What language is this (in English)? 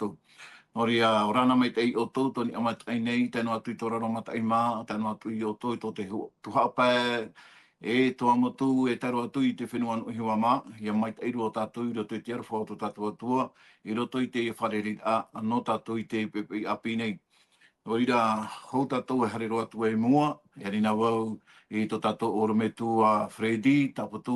Tahitian